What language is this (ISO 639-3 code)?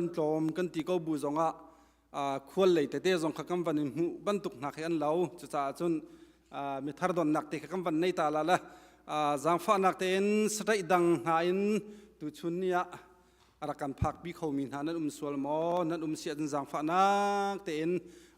cnh